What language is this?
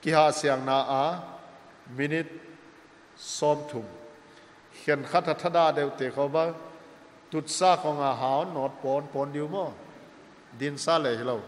Paite Chin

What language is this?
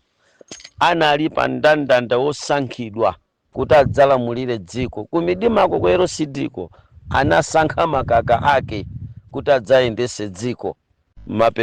Nyanja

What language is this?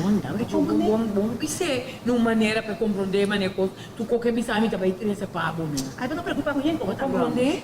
Papiamento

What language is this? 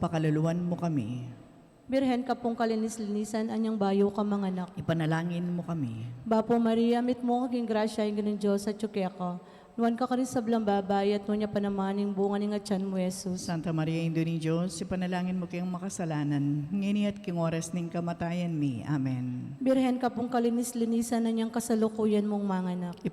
Pampanga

